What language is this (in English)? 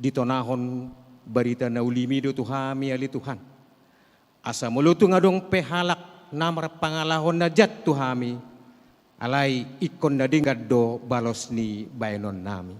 Batak Toba